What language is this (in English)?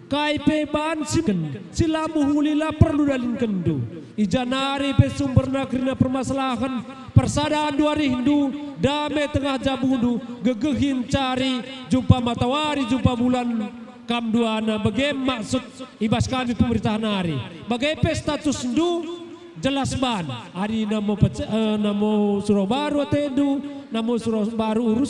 Batak Karo